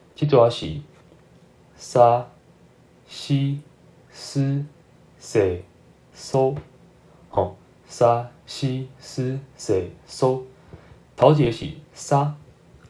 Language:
Min Nan Chinese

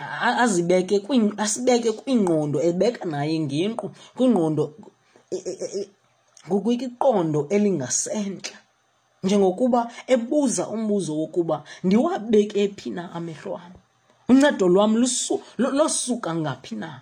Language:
Xhosa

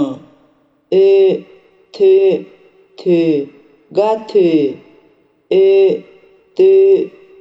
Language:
Akha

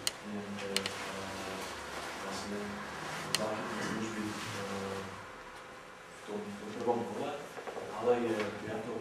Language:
Slovak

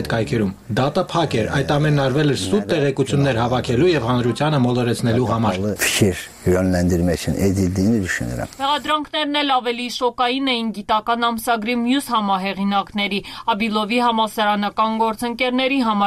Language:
Armenian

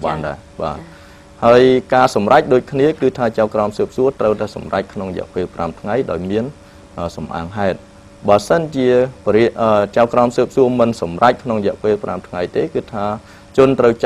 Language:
Khmer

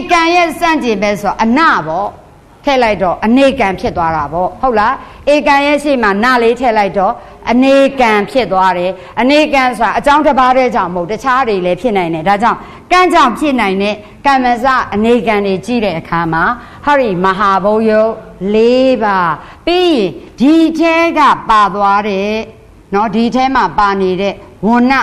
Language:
Burmese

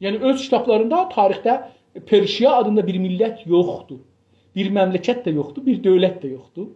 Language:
South Azerbaijani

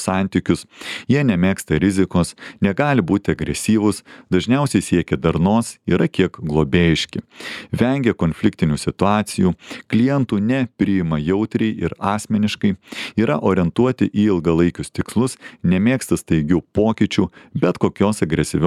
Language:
Lithuanian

